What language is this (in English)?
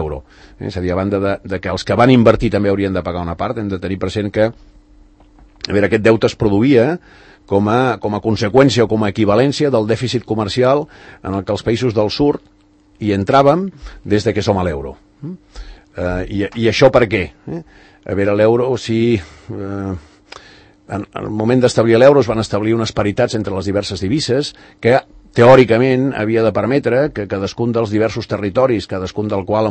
Catalan